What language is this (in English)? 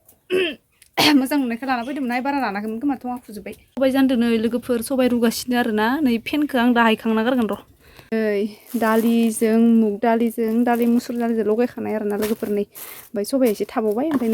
Bodo